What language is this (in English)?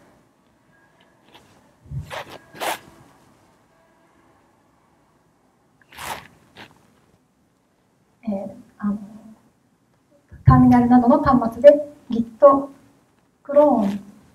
Japanese